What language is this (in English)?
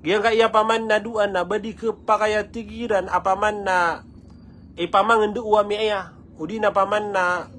Maranao